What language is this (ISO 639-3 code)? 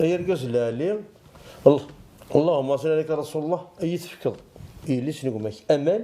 kab